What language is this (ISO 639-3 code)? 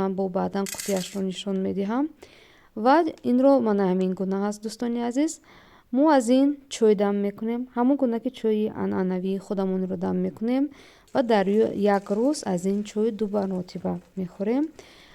tgk